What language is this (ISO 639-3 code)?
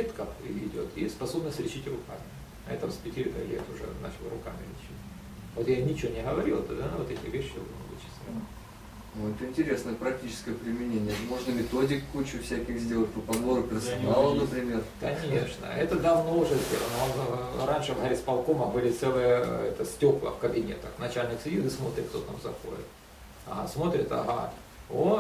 rus